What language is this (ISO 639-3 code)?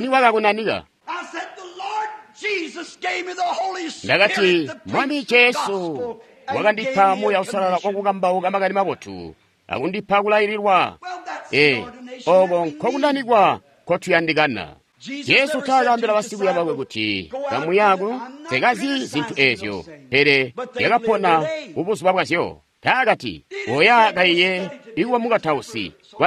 toi